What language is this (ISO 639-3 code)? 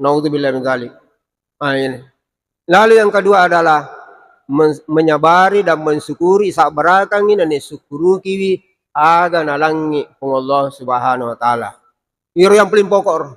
bug